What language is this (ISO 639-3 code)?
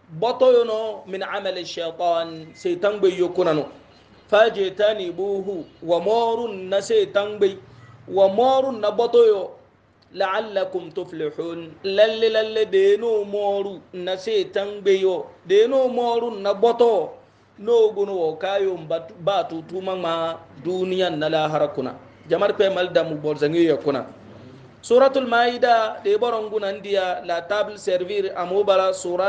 hau